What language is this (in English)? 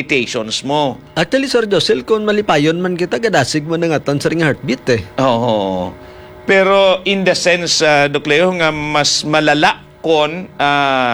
Hiligaynon